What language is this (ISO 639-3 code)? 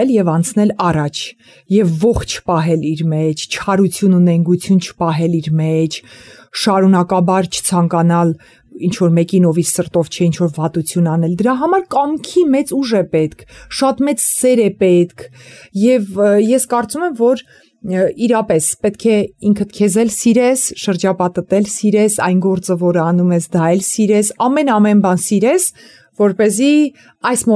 hye